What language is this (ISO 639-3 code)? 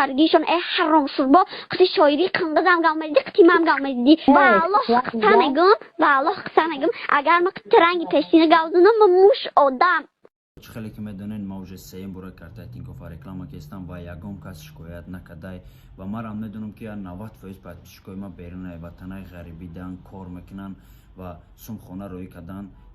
tgk